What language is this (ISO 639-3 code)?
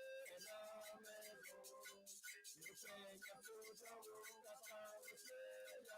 ewe